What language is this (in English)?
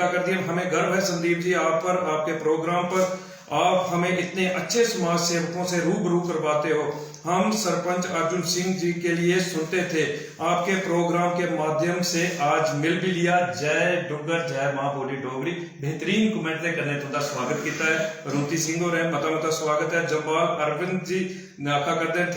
Dogri